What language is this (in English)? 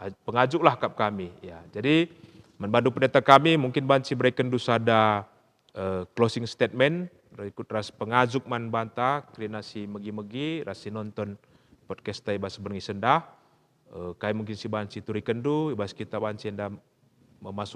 Batak Karo